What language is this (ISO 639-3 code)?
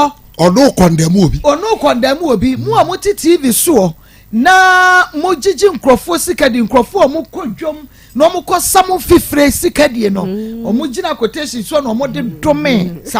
aka